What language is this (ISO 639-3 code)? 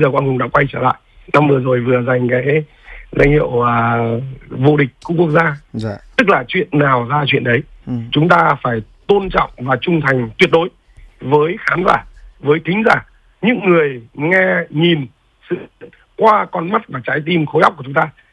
vie